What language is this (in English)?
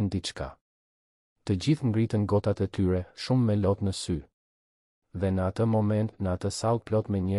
Albanian